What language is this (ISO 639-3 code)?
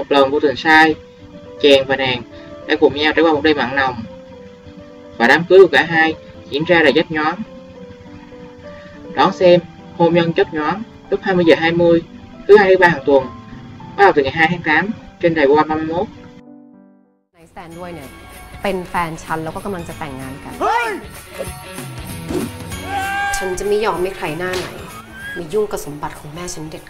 vie